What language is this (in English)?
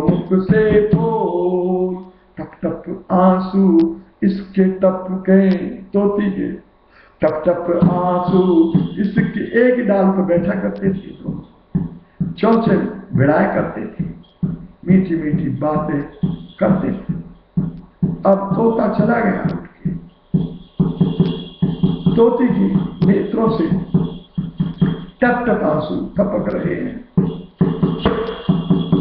Hindi